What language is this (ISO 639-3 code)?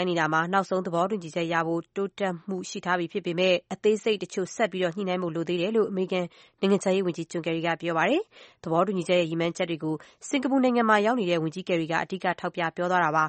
mya